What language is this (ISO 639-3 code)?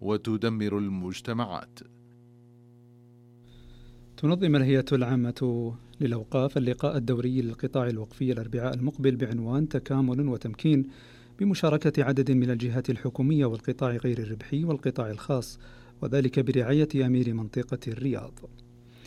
ara